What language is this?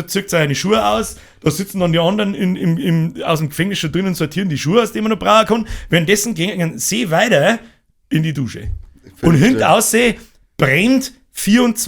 Bavarian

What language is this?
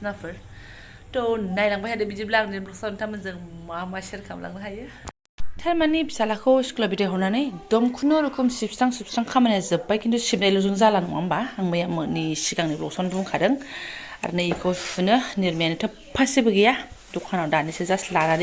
Bodo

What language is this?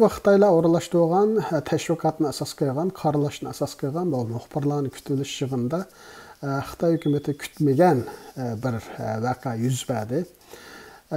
Uyghur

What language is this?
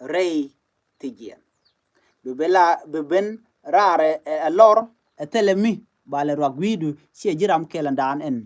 Nuer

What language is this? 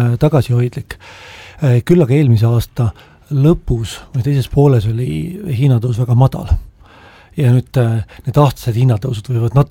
Estonian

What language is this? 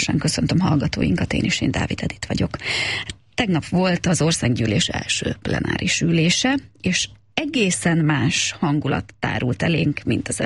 Hungarian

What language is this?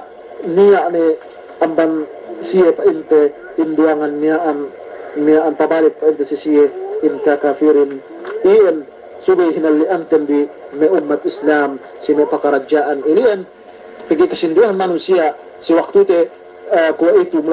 Yakan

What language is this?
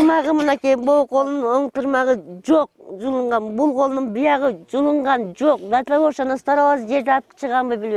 Kyrgyz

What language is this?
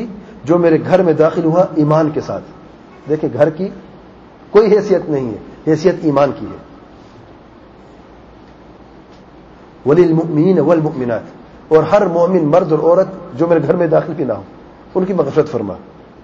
Urdu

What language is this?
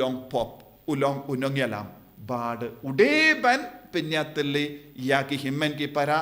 Khasi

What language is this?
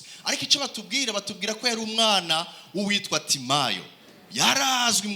Rundi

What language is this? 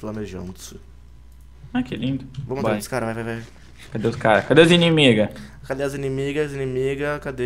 Portuguese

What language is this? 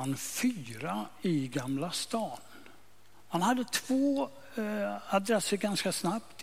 Swedish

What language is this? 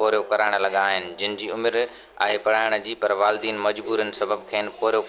Sindhi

